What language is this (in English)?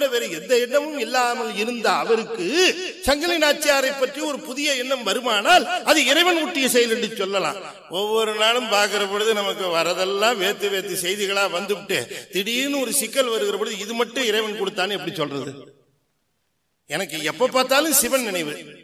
Tamil